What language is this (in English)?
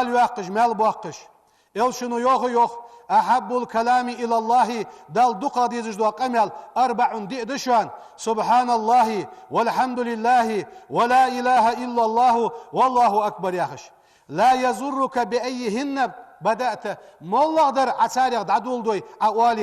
Ingush